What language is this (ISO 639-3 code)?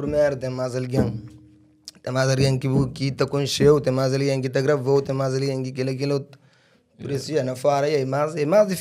kea